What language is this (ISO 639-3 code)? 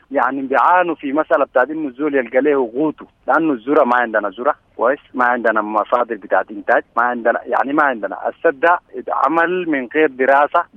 apd